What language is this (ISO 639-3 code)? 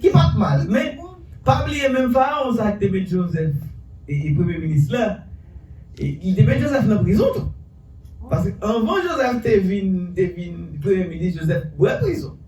hat